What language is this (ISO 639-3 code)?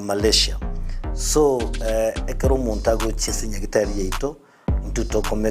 guz